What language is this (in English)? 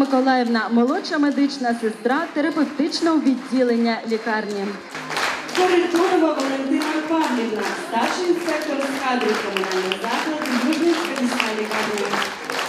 Ukrainian